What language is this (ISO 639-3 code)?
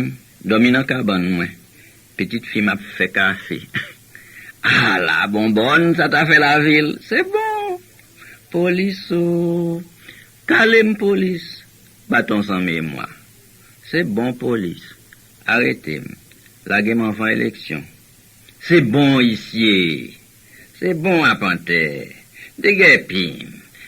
hat